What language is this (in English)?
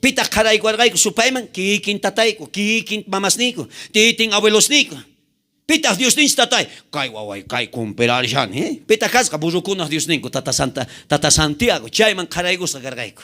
South Bolivian Quechua